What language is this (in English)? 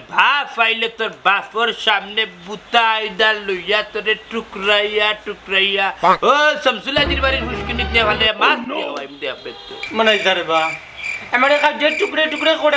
Sylheti